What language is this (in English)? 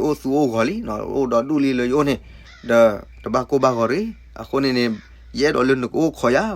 S'gaw Karen